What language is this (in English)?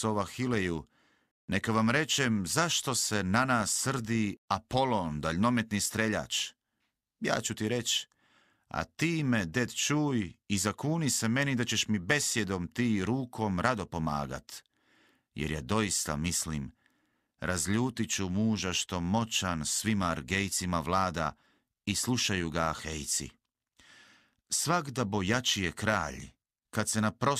Croatian